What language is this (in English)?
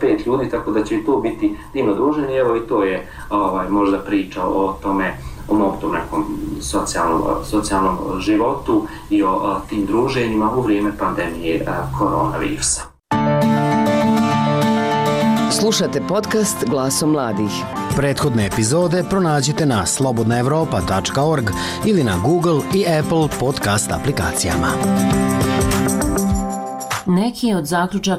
Bosnian